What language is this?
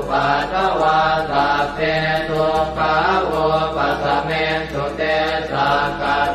Pali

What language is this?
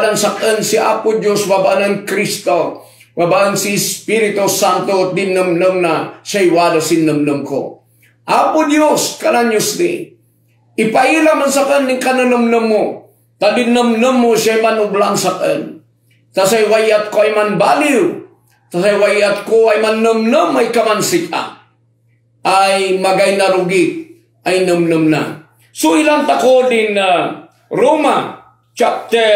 Kankanaey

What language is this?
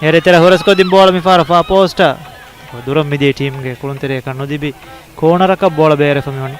Divehi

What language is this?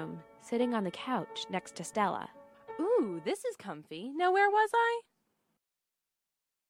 English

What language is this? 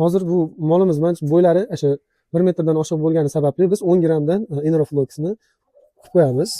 Uzbek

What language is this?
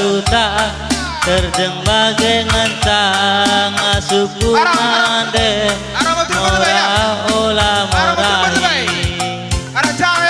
Batak Karo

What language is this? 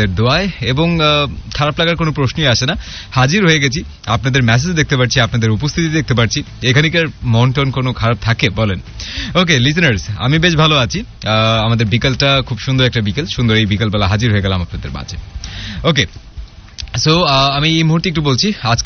Bangla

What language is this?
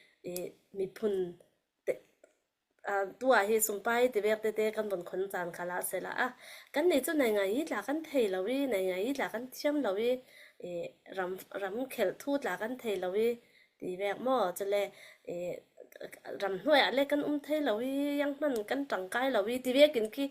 Falam Chin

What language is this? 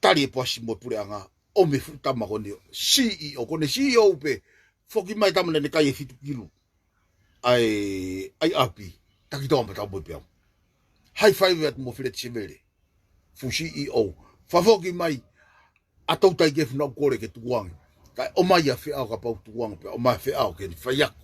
Tongan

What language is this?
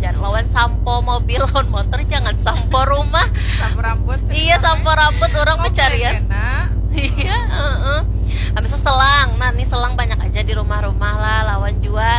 Banjar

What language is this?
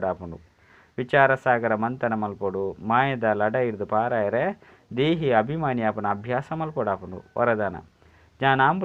Tulu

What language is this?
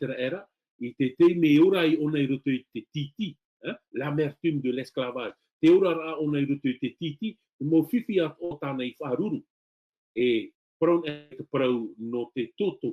Tahitian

